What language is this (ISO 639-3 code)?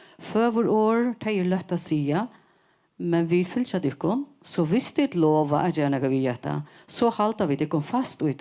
fao